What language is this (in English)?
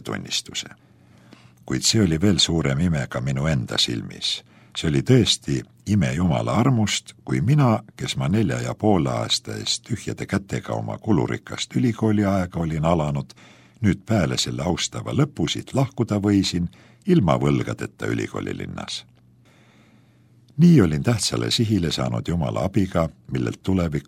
Estonian